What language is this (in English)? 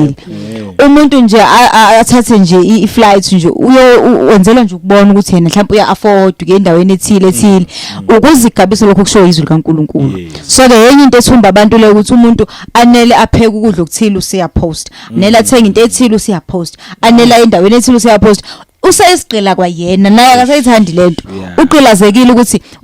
Zulu